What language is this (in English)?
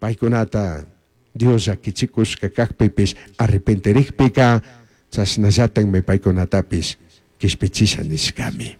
Chimborazo Highland Quichua